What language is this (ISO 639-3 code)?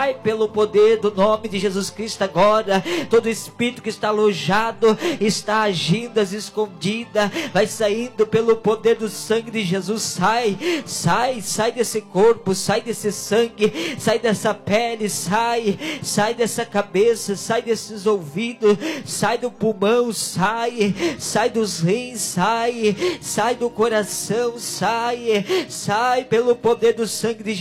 por